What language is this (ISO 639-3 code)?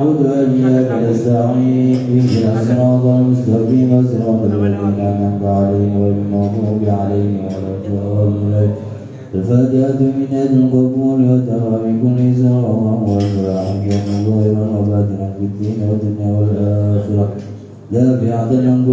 ara